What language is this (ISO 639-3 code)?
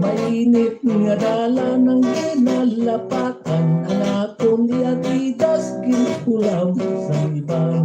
hil